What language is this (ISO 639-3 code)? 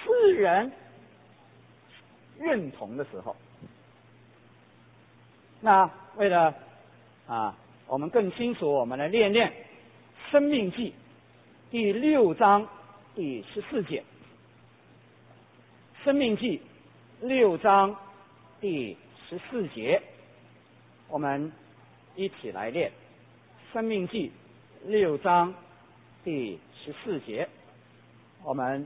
zho